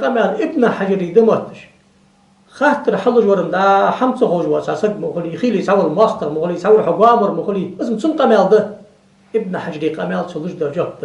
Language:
Ingush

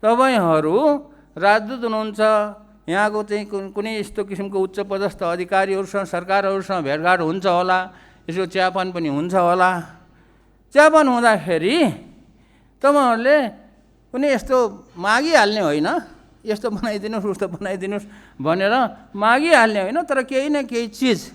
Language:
Nepali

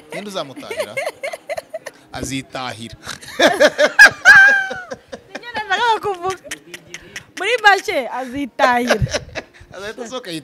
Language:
Kinyarwanda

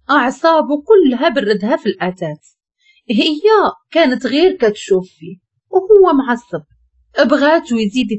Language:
Moroccan Arabic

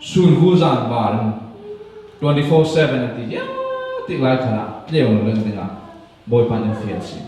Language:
Falam Chin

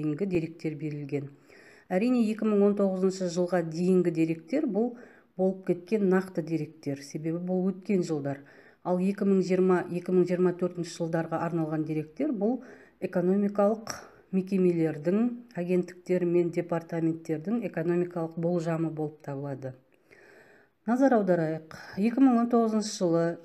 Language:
Kazakh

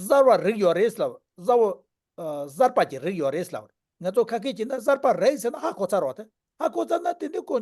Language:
Tibetan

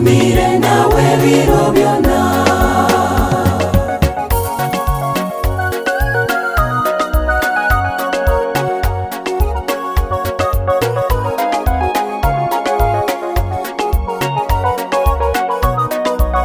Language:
Kinyarwanda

